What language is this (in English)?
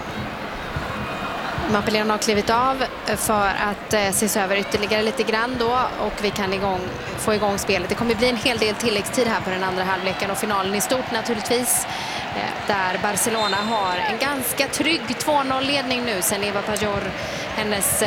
Swedish